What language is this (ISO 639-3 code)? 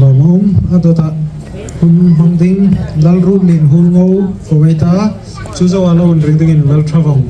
hmr